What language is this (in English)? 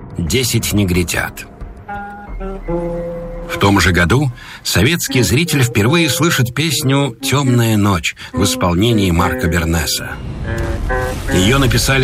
Russian